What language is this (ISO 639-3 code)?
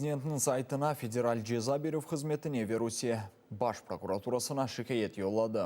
crh